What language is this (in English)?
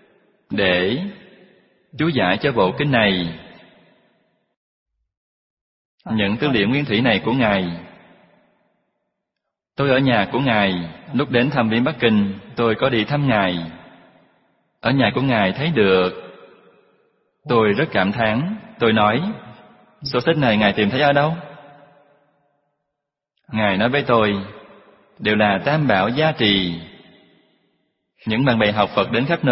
Vietnamese